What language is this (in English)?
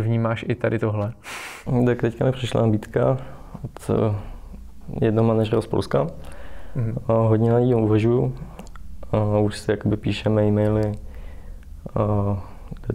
Czech